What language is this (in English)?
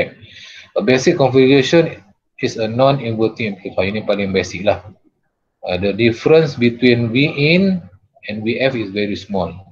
Malay